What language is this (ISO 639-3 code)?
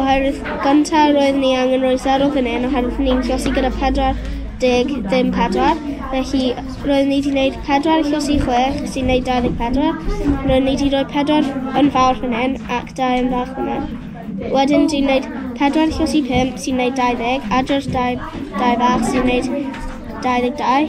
cym